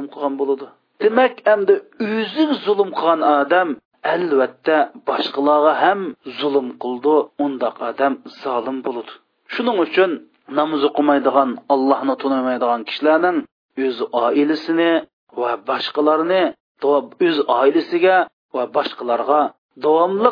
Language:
Uyghur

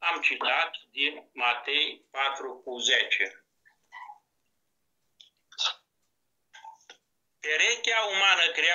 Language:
Romanian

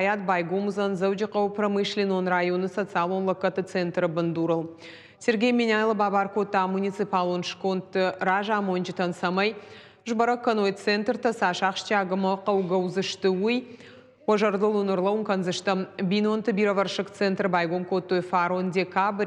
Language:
Ossetic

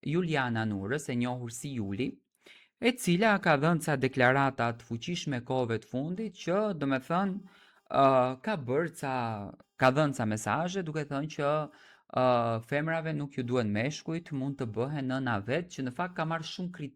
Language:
Albanian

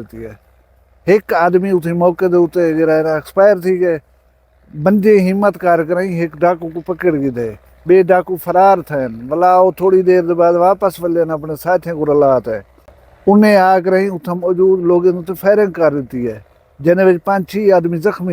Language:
Saraiki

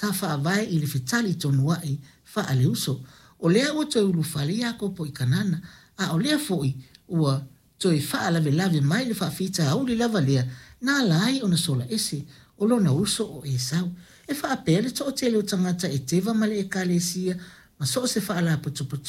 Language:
Samoan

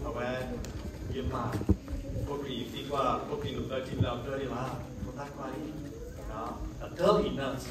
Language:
S'gaw Karen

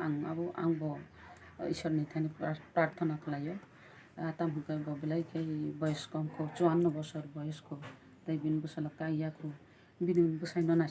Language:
Kok Borok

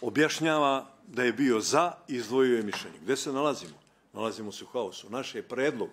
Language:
Bosnian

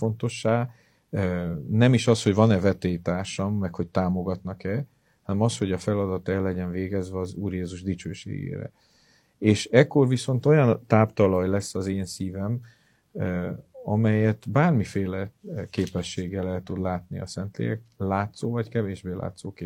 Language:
Hungarian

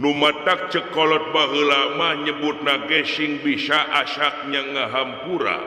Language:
Sundanese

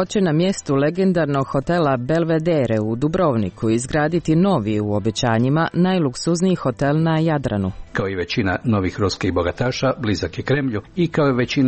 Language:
Croatian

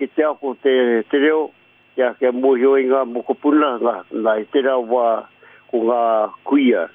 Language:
Māori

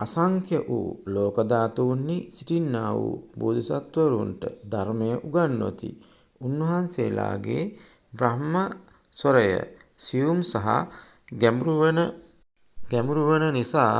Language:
Sinhala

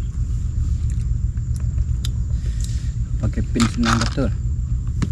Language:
Malay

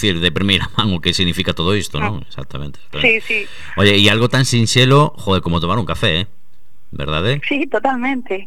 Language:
Galician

